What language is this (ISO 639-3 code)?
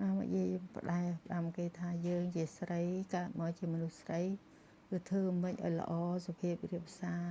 khm